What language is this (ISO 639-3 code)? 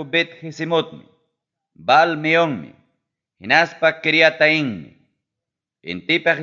quy